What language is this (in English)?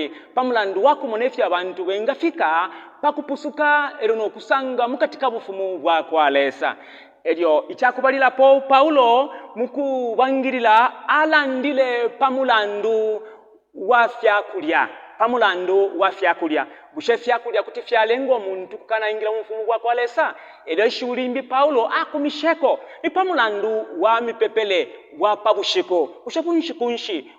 Bemba